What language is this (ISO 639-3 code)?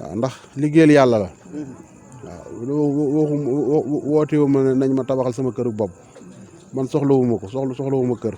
wol